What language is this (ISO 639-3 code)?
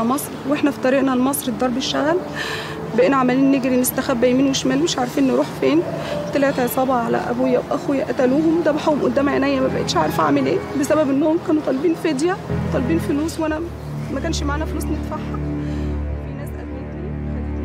arz